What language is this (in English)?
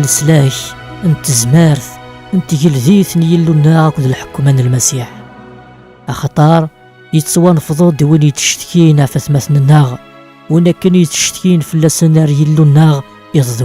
Kabyle